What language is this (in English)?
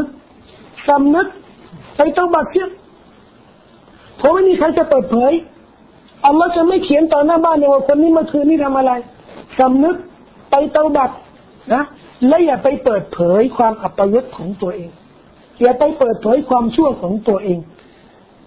Thai